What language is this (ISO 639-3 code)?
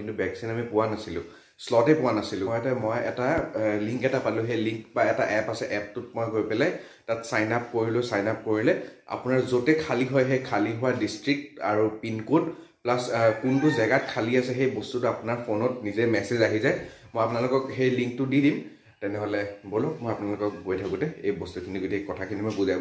asm